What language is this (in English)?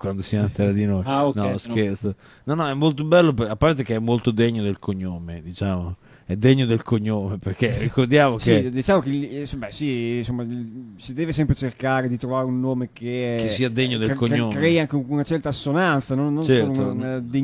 Italian